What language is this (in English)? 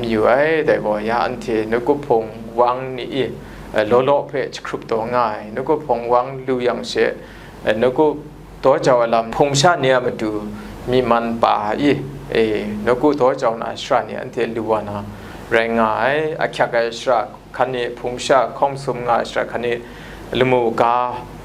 Kachin